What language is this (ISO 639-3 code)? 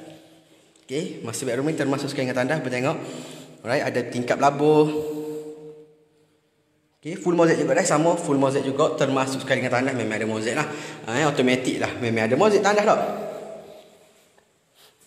msa